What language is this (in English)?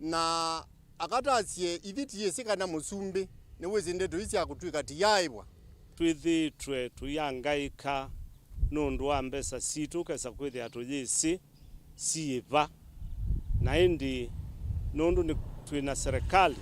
Kamba